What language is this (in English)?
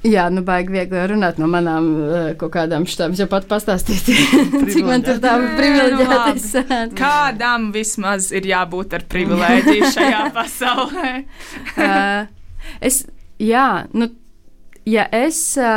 Latvian